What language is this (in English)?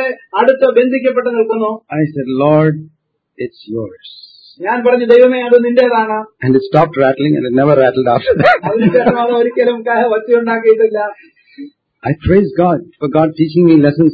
Malayalam